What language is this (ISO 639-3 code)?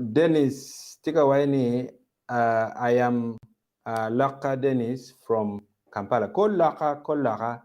ach